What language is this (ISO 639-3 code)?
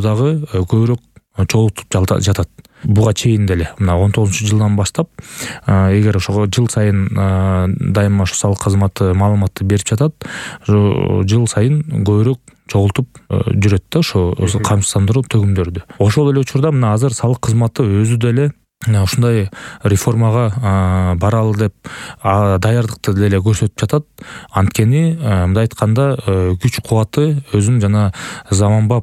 kir